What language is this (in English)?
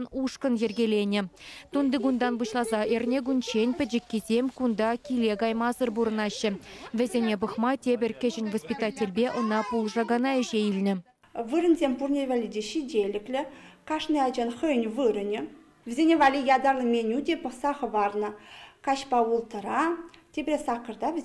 Chuvash